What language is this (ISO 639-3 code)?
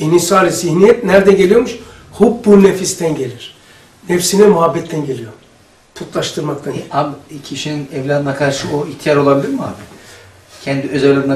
tur